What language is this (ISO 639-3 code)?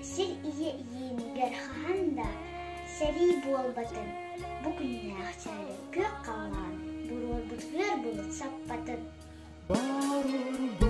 sah